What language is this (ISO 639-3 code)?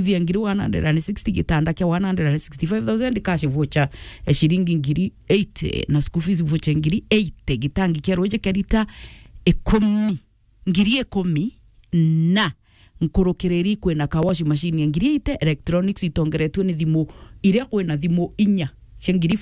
mer